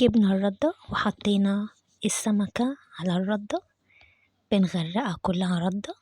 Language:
Egyptian Arabic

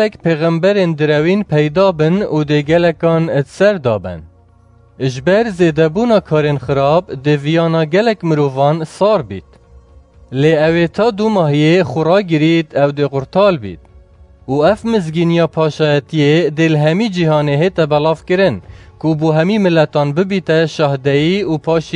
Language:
Kurdish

